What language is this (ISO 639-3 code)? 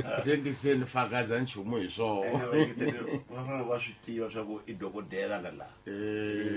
tso